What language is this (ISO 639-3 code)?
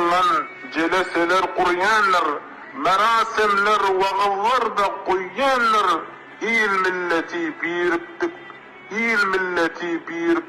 tuk